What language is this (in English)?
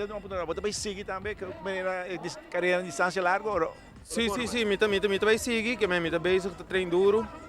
Papiamento